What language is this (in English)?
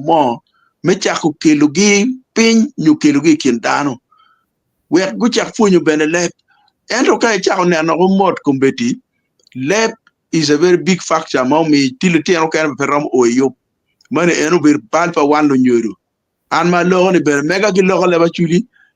Acoli